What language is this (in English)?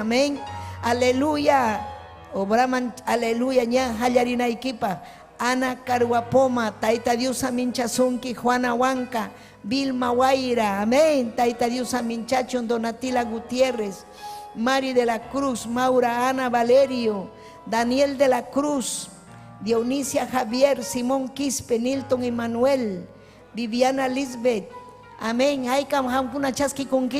Ayacucho Quechua